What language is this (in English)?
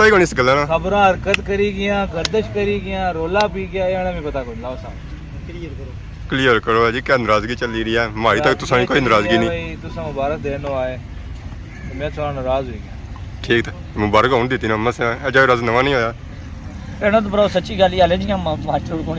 Pahari-Potwari